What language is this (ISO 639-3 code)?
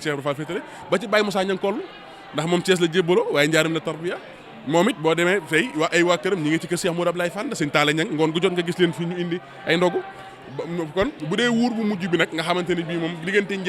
wol